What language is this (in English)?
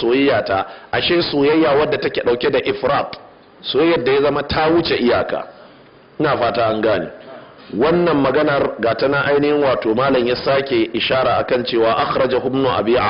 Hausa